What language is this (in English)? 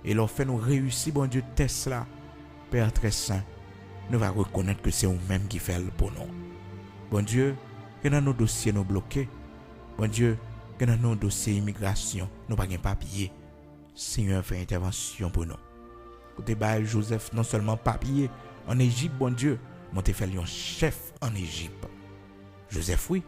Haitian Creole